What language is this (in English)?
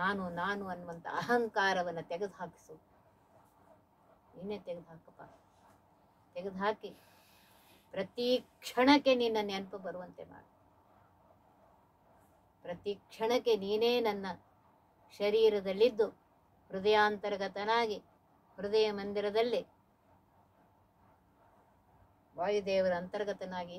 Kannada